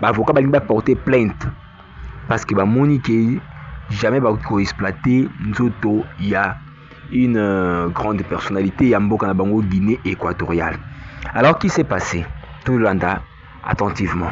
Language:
Lingala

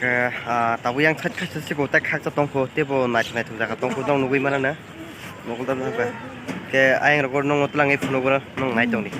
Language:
Kok Borok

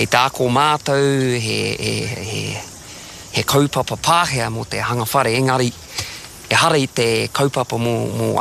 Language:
Māori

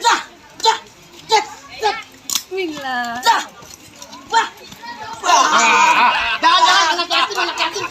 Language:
Betawi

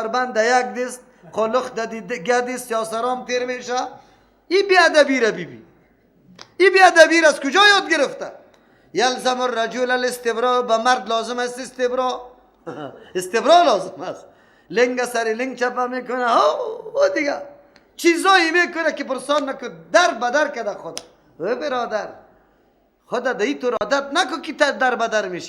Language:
Persian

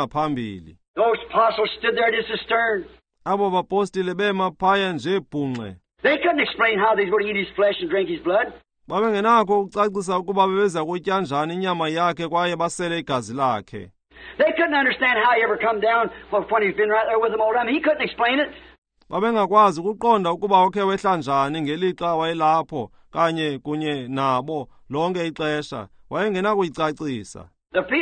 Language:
Xhosa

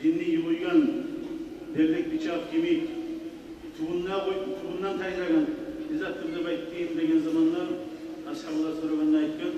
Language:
Kumyk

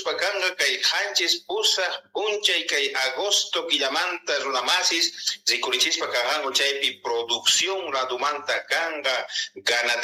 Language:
South Bolivian Quechua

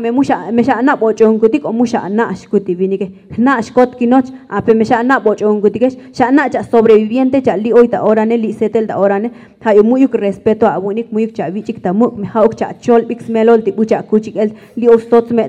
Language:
Tzotzil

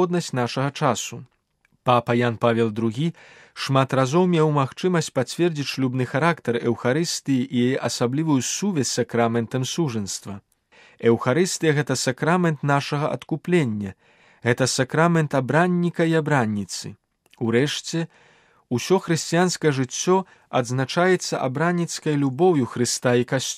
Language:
Belarusian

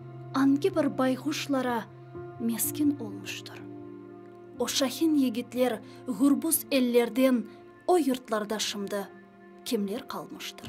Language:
Crimean Tatar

